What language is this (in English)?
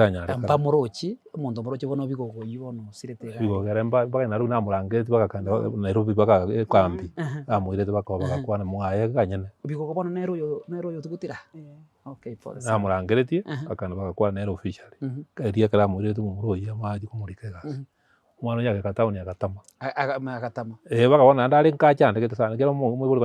Gusii